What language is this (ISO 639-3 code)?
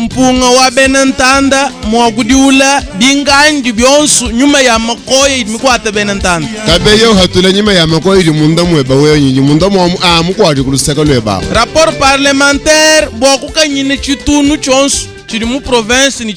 lua